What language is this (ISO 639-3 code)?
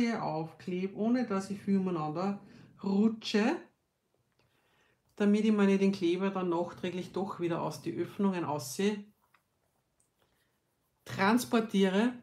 deu